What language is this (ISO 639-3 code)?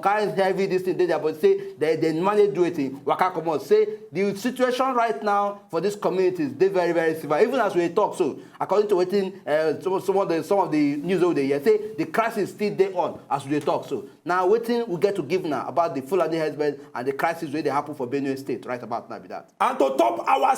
pcm